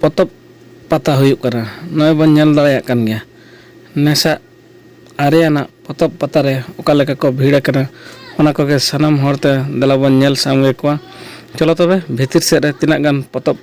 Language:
Santali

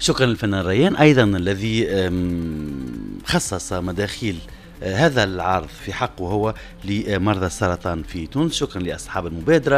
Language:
Tunisian Arabic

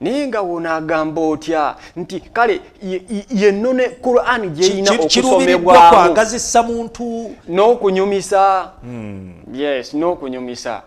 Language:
Ganda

